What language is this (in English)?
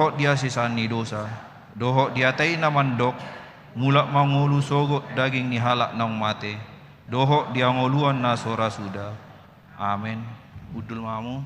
Batak Toba